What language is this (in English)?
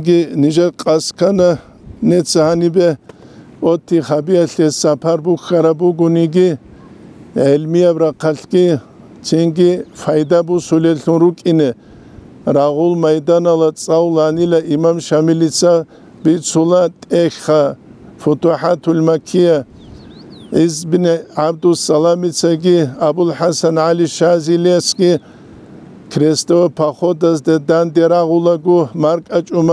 Avaric